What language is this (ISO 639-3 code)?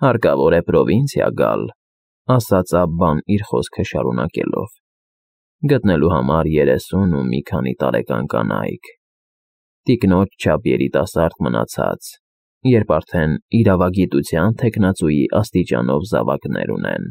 hye